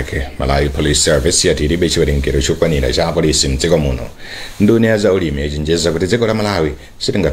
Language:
Nyanja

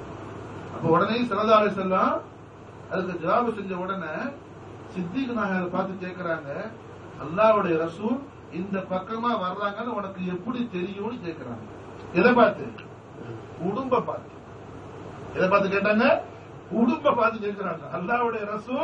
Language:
Tamil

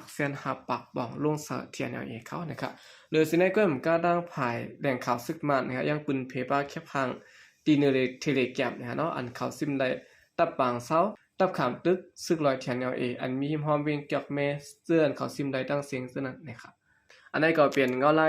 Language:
Shan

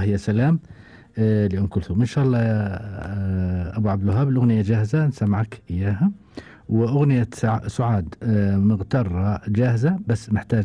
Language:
Gulf Arabic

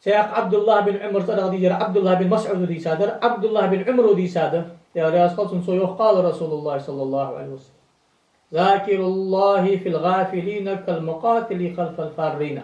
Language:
Ingush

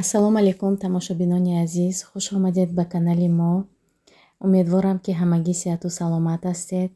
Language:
Tajik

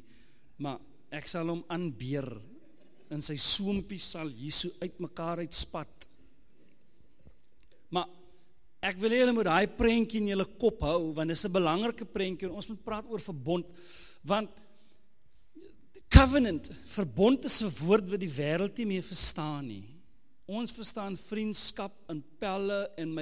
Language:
Afrikaans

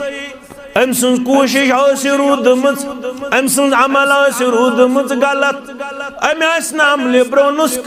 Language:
Kashmiri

